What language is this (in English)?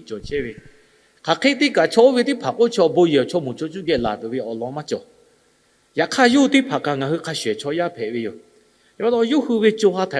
Lahu